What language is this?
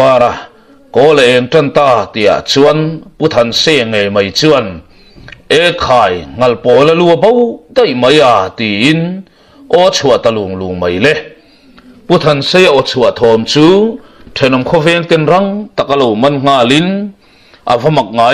Mizo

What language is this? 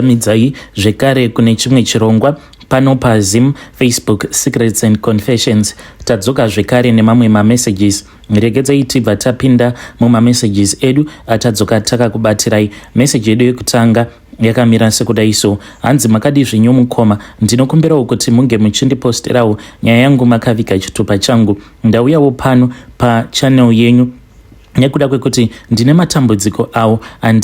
Shona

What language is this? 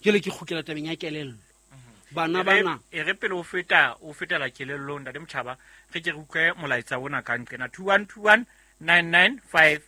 Southern Sotho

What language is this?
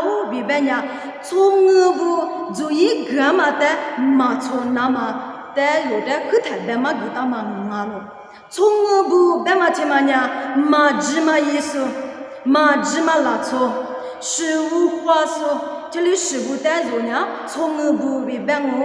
Lisu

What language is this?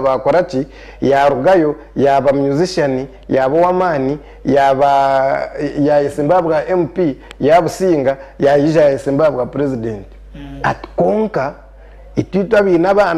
Nyankole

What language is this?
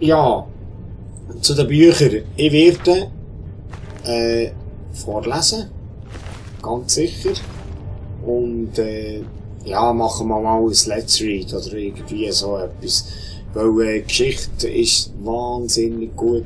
Swiss German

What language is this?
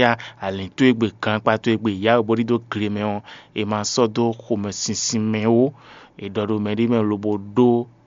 Fon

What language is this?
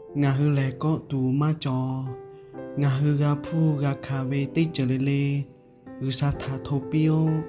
Lahu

